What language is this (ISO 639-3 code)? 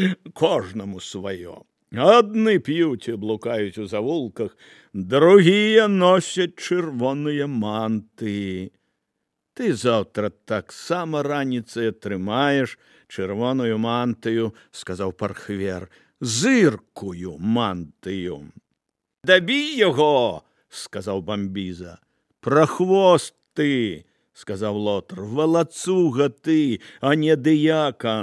bel